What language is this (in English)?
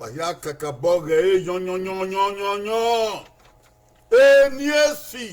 Bini